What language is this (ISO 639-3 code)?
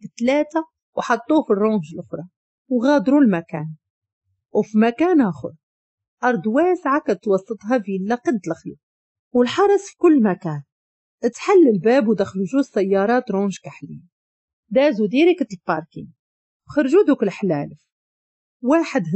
ary